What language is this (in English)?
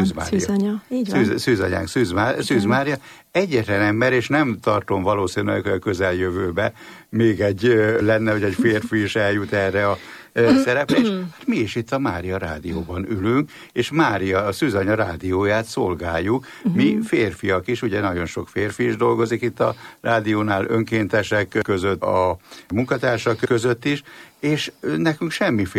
Hungarian